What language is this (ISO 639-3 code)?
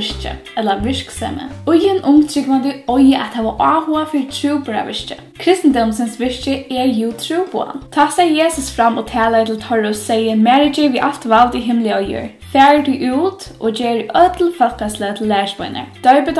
fao